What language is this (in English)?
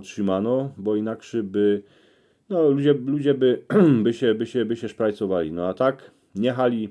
Silesian